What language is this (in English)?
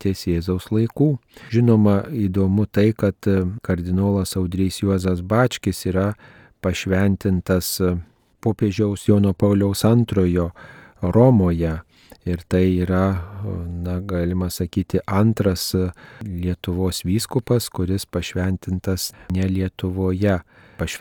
Lithuanian